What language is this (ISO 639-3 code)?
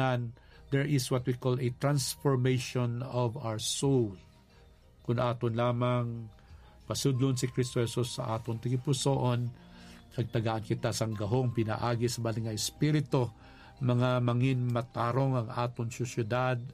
hil